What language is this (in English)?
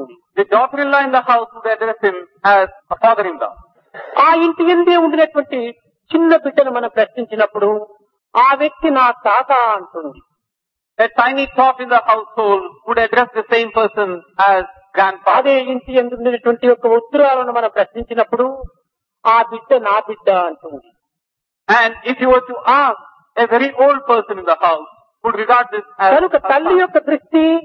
Telugu